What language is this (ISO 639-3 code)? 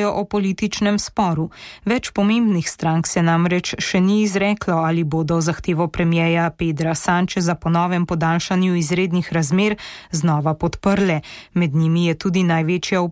slv